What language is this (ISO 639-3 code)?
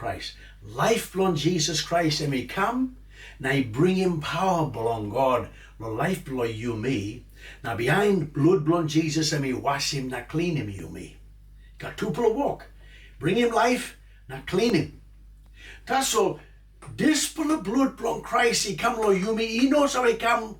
tpi